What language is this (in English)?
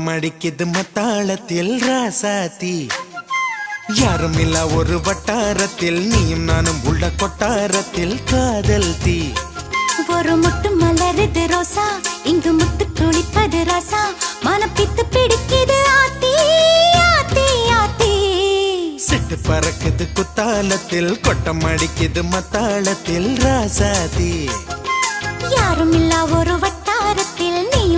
Tamil